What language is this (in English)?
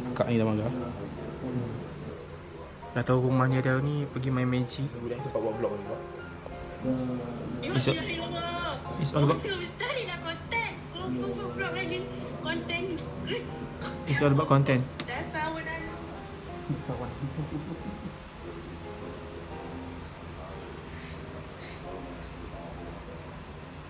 Malay